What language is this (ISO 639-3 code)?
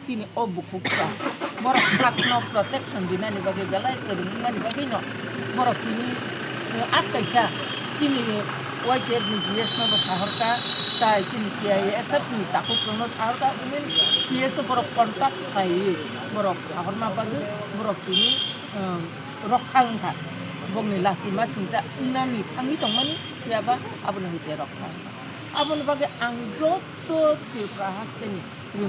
trp